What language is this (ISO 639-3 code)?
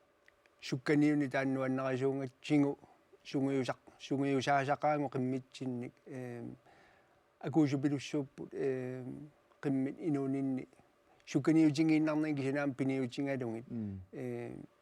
kal